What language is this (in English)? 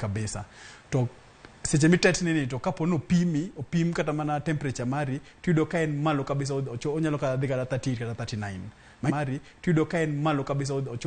Luo (Kenya and Tanzania)